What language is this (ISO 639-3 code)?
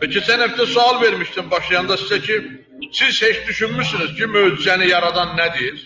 aze